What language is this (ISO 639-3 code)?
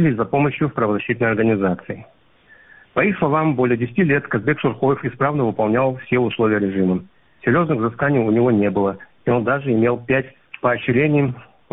rus